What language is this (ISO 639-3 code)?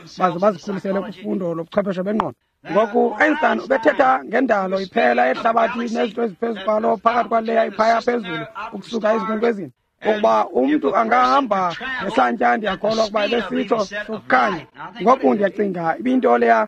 xho